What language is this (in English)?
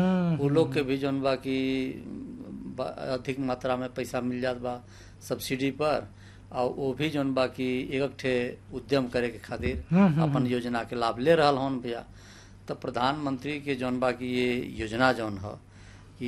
Bhojpuri